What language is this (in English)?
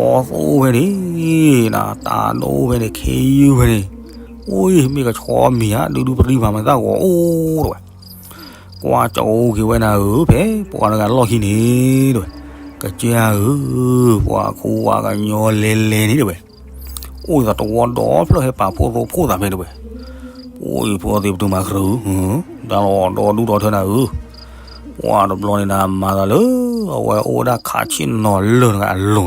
S'gaw Karen